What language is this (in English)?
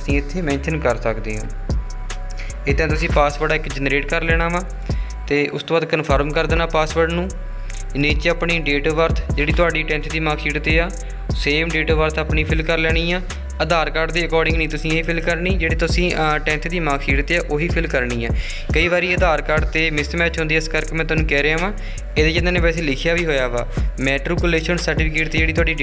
Punjabi